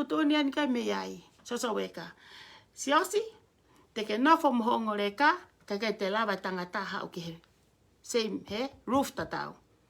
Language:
Tongan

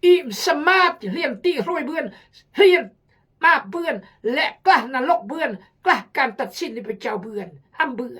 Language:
Khmu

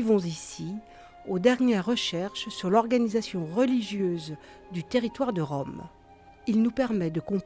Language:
French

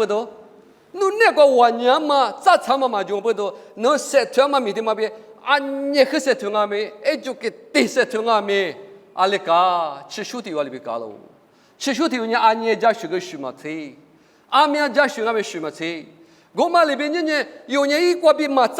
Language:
Lisu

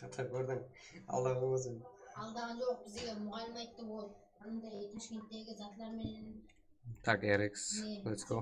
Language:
Kara-Kalpak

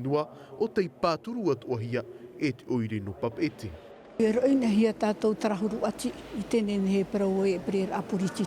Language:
Tahitian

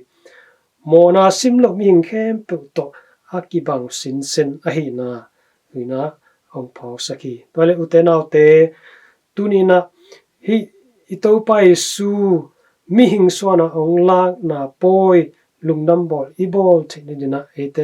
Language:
Tedim Chin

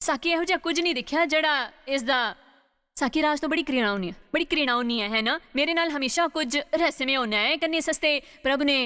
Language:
Dogri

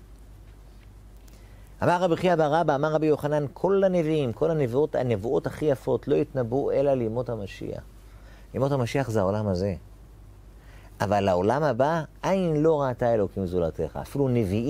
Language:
Hebrew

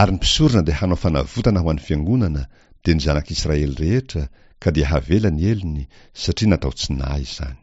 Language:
Malagasy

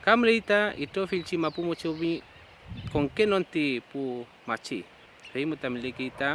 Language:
Mapuche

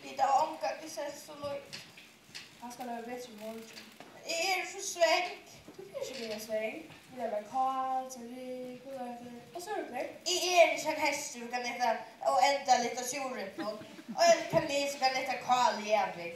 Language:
Faroese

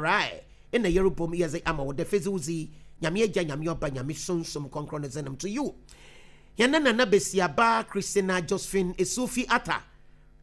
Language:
Akan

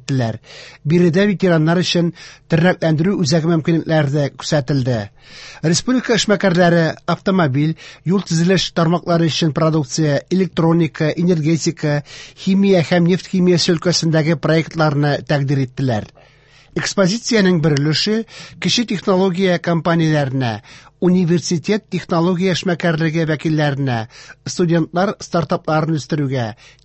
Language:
Tatar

